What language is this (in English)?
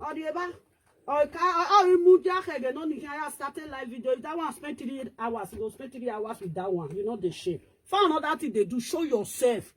Nigerian Pidgin